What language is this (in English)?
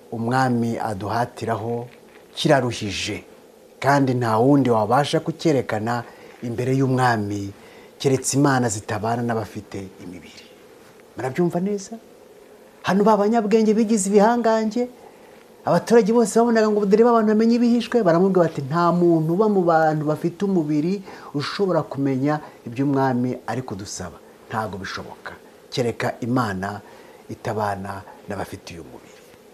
Kinyarwanda